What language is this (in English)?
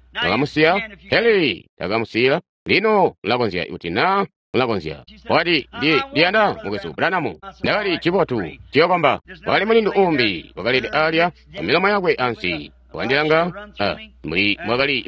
Tonga (Zambia)